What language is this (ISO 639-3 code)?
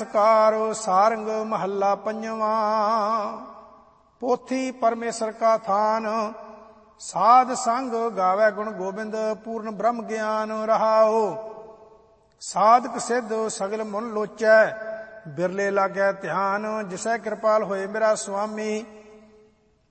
pan